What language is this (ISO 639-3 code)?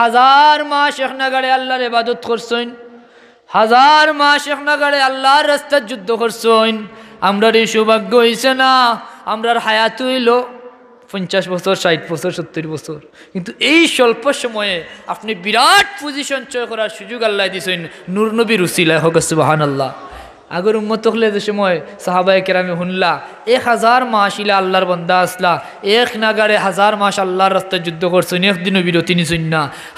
syl